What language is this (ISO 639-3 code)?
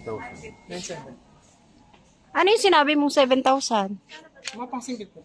fil